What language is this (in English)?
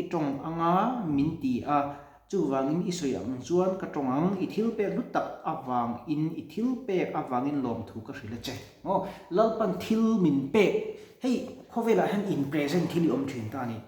Mizo